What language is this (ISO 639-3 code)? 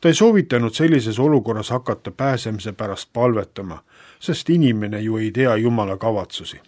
est